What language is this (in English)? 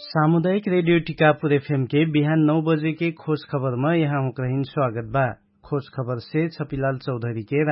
Dangaura Tharu